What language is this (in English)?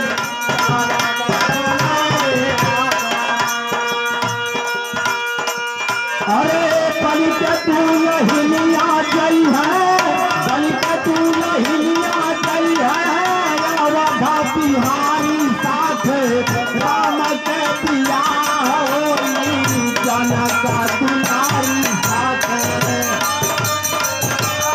Bhojpuri